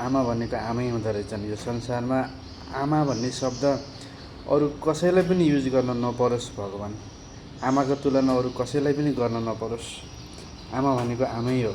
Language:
Nepali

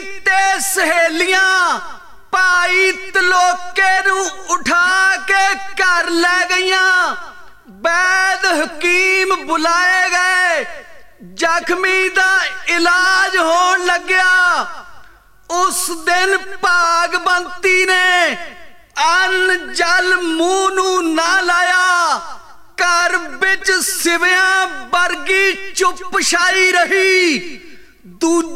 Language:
Punjabi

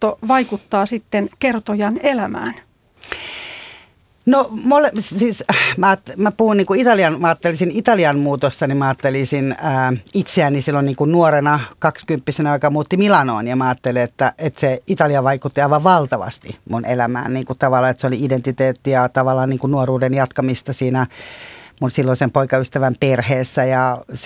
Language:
Finnish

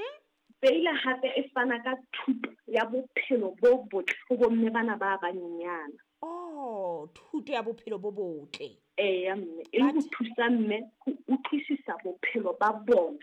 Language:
Southern Sotho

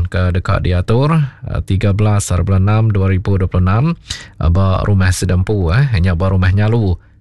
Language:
Iban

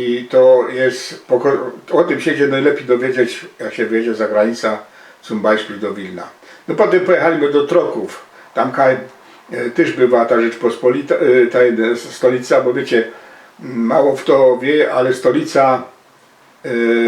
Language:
Silesian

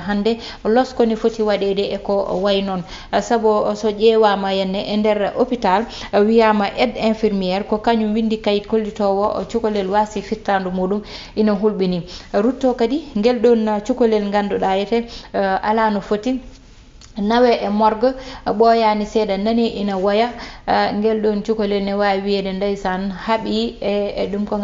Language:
Fula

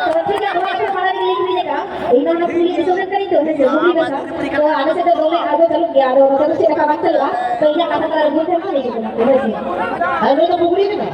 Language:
Santali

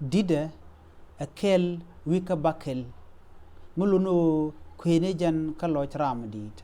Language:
Nuer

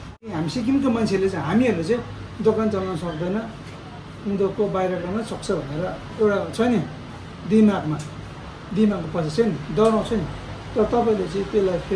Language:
Nepali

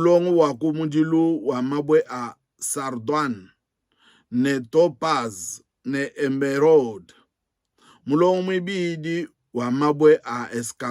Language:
Luba-Lulua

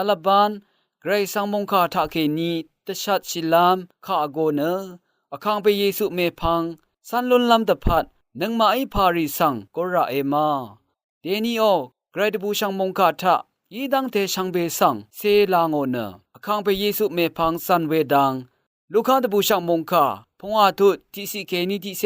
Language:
Rawang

